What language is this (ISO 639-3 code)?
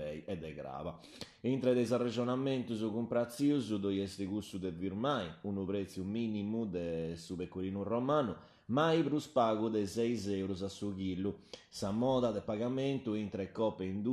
srd